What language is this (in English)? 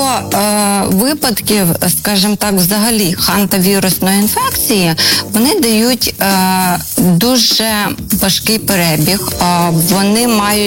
Ukrainian